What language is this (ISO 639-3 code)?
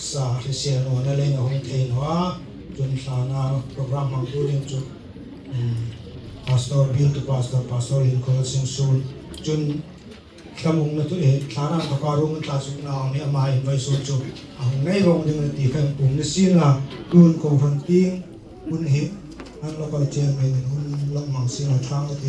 hmr